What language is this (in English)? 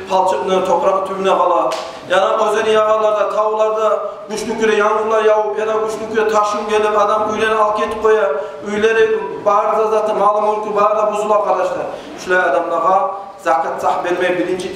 Kumyk